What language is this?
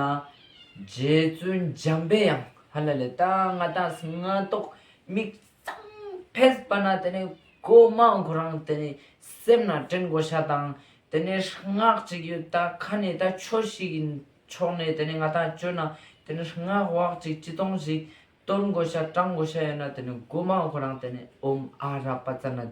Ladakhi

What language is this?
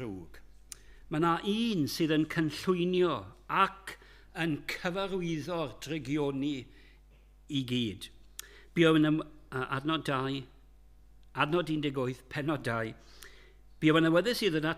Welsh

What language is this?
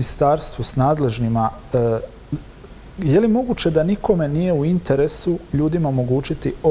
Croatian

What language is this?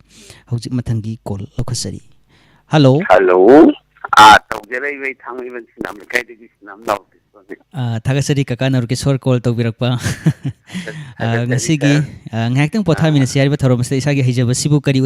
Manipuri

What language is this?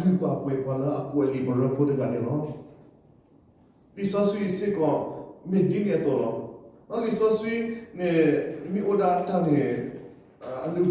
S'gaw Karen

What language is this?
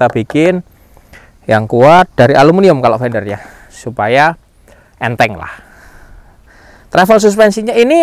Indonesian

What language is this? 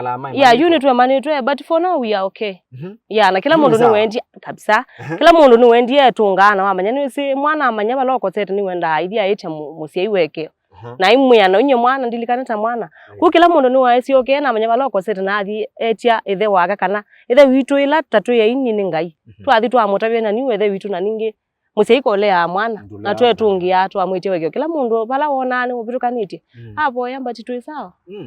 Kamba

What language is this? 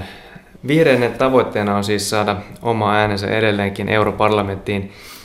Finnish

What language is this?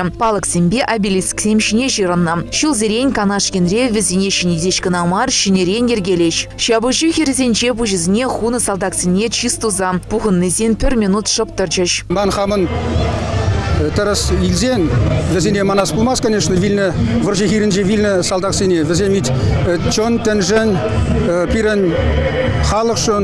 Chuvash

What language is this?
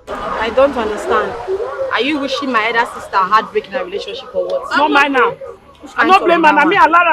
Nigerian Pidgin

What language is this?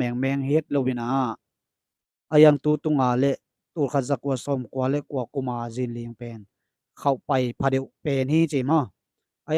Tedim Chin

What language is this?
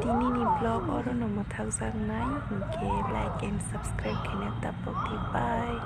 Kok Borok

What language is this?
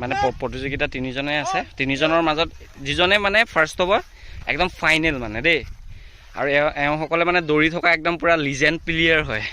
Assamese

